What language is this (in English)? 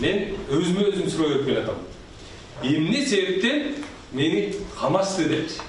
Kyrgyz